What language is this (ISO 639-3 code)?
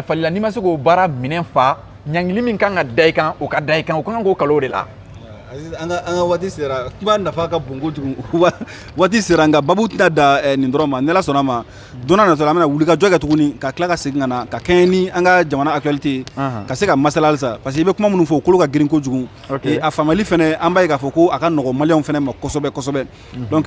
bam